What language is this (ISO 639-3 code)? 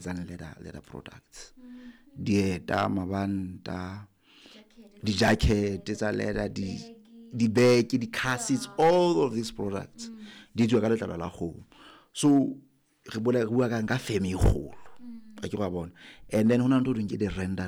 sot